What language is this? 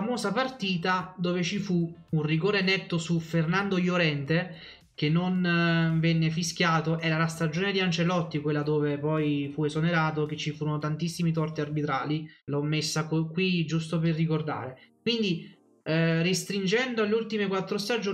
Italian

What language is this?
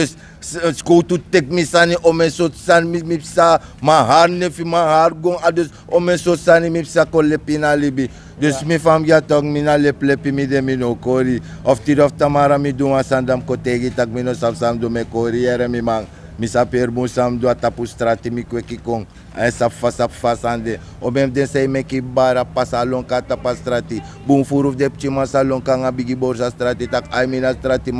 Sranan Tongo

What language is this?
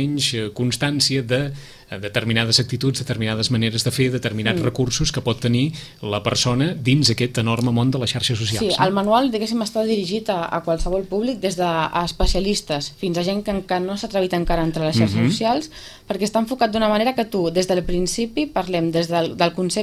Catalan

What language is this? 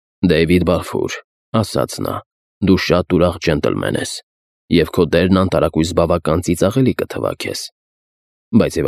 Armenian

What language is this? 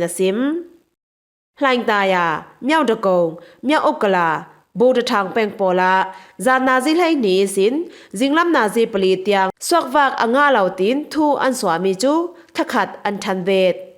Falam Chin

